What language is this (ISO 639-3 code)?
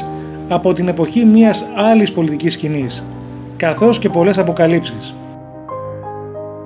ell